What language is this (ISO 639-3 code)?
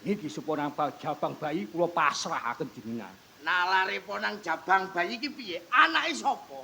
jav